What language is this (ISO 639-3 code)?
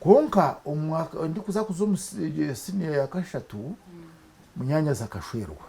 nyn